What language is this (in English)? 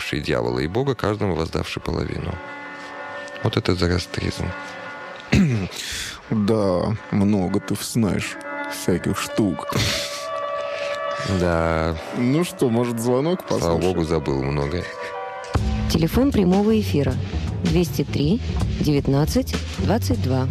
Russian